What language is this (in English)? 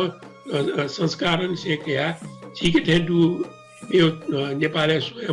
Newari